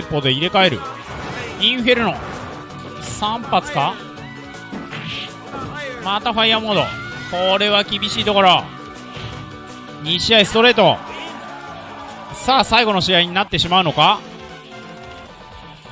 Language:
Japanese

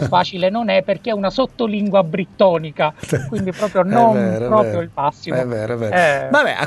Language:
Italian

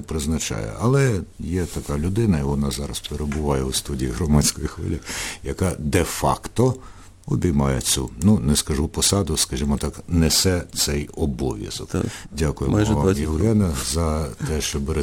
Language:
Ukrainian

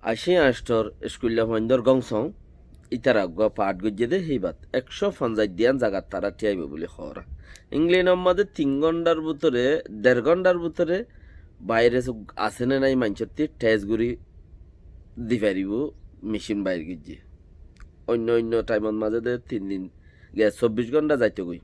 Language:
Rohingya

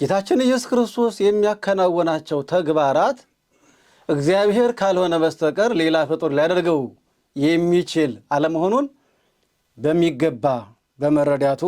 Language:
Amharic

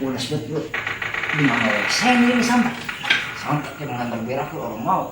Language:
Betawi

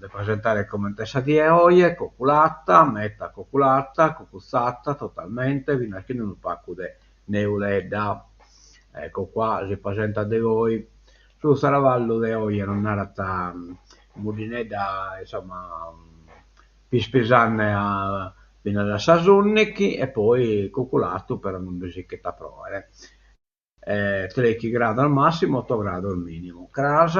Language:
Sardinian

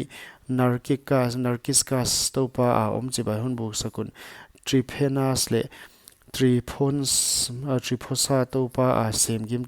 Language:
Paite Chin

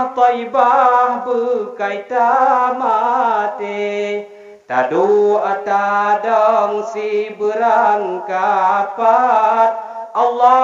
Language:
Achinese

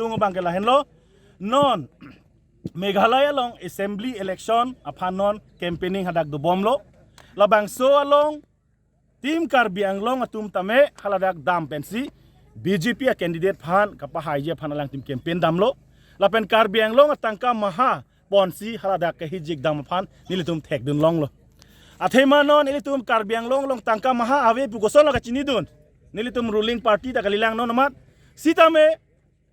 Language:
Karbi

